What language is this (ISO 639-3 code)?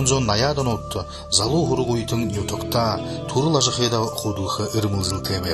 bua